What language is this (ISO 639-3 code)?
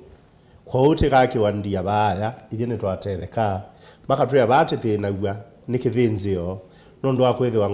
kam